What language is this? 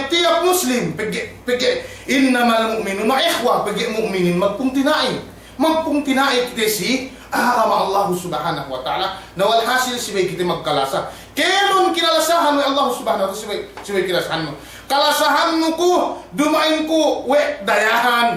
Yakan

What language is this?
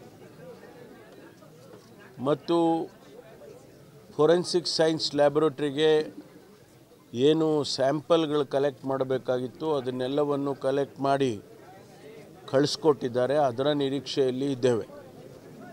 Kannada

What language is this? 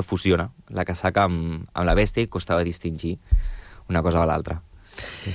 Catalan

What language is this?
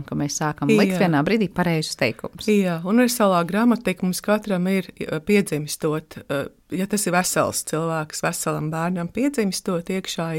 Latvian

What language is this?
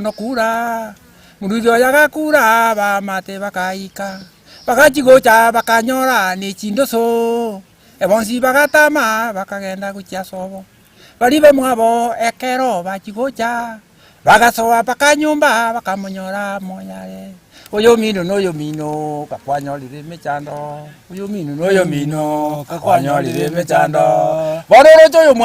Gusii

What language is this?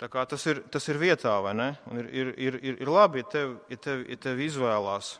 Latvian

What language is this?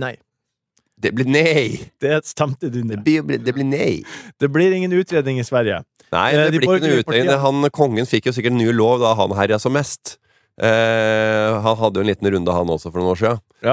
Norwegian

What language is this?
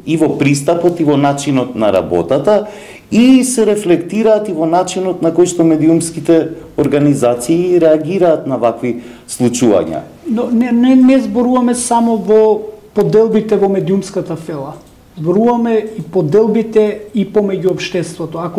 Macedonian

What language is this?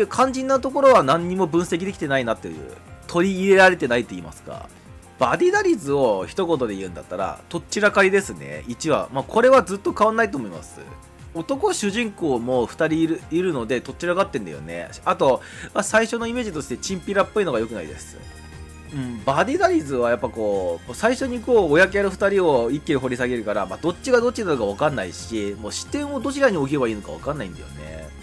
Japanese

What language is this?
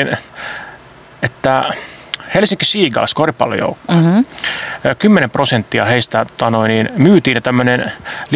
Finnish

